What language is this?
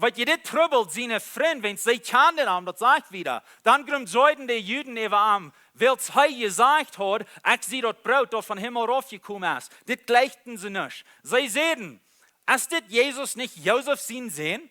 Plautdietsch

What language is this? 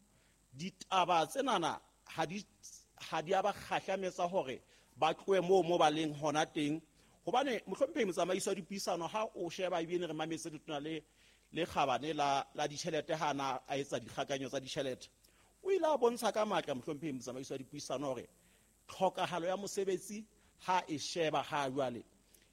Southern Sotho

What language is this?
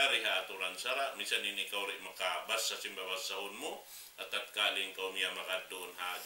Tausug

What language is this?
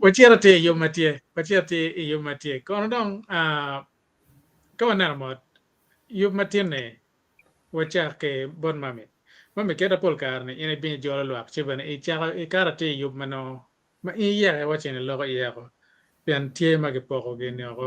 Acoli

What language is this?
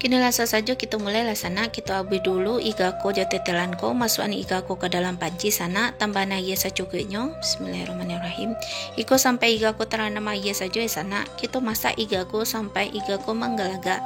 Minangkabau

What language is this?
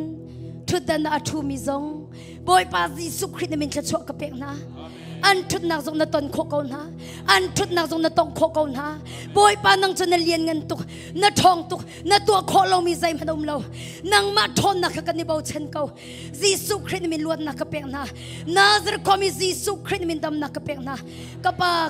Hakha Chin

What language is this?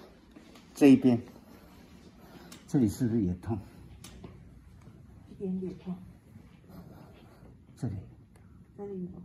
Chinese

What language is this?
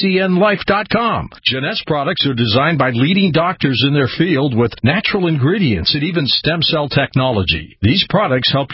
English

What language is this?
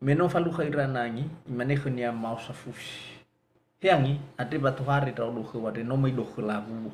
Nias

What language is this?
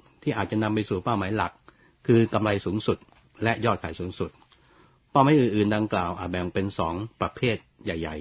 Thai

